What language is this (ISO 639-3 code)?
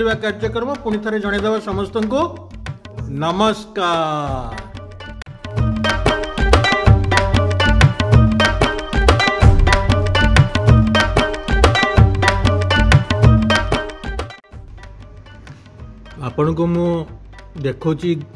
ori